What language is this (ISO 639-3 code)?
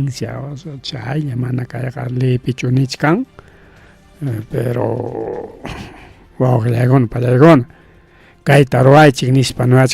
quy